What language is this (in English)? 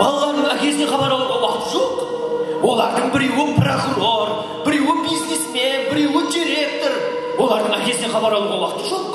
Kara-Kalpak